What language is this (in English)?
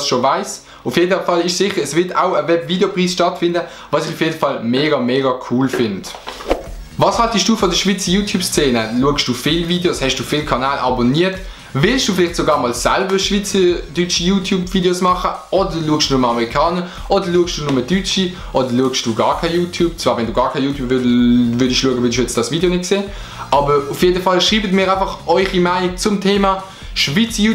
Swiss German